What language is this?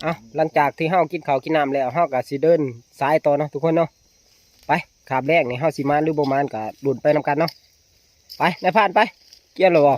Northeastern Thai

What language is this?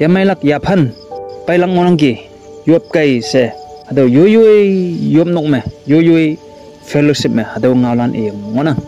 Konyak Naga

